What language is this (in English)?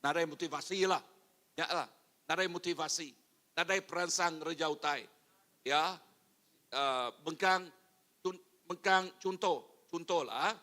Iban